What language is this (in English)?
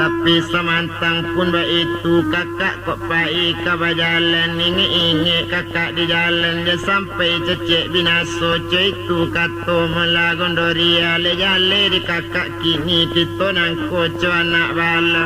Minangkabau